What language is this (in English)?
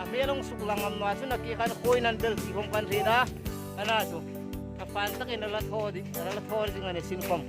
Hmar